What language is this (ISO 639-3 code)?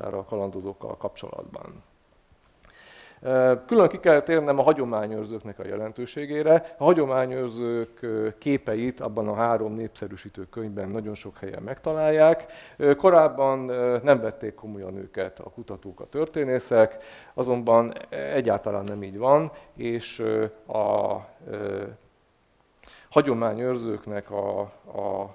hun